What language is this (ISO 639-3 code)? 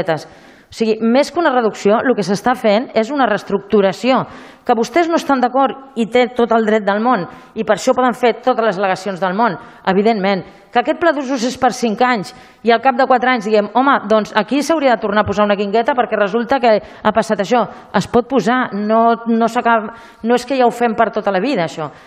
cat